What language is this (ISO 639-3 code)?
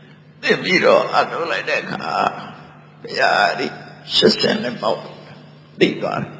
mya